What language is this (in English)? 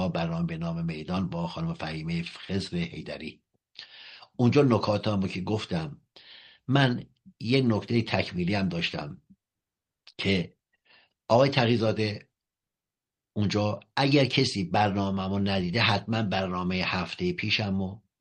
Persian